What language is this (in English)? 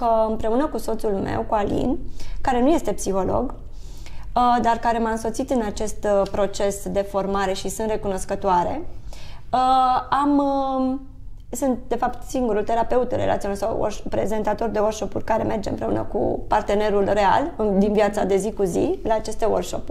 Romanian